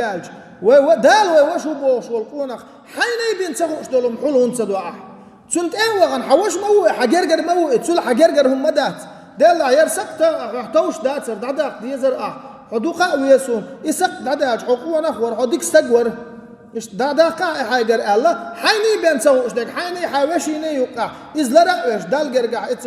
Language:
Chechen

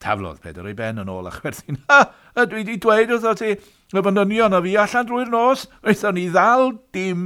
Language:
Welsh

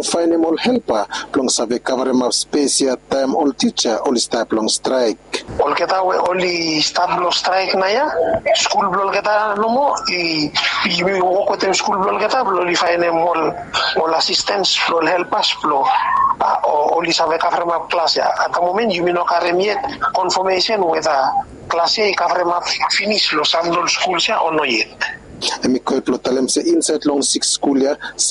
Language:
Bislama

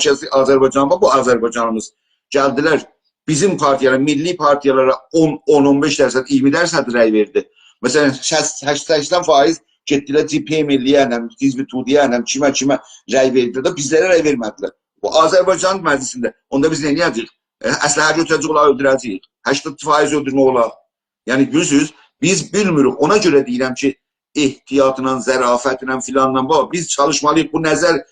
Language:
South Azerbaijani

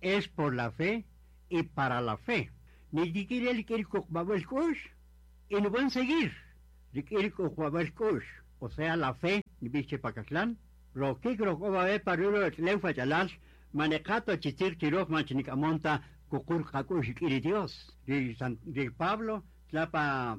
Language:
Kaqchikel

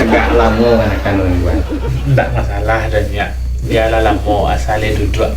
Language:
Minangkabau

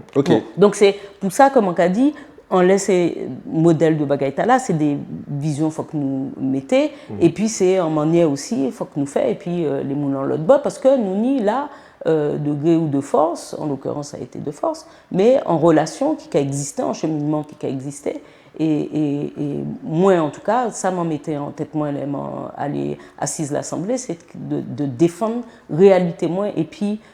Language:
Guadeloupean Creole French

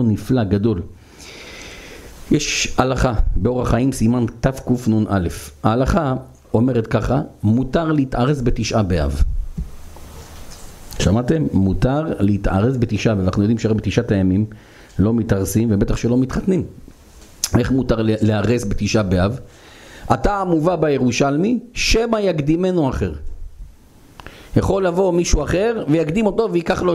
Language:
Hebrew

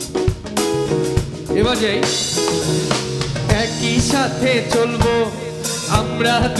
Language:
Bangla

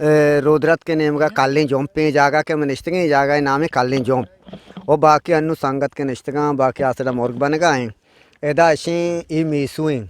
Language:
Eastern Balochi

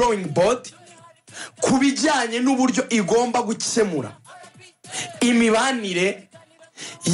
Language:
Kinyarwanda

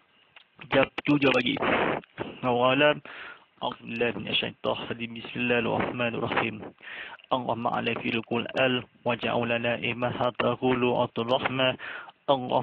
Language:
Malay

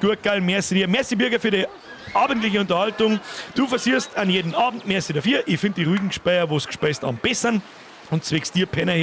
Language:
Bavarian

